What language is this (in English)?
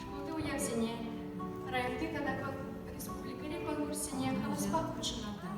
Chuvash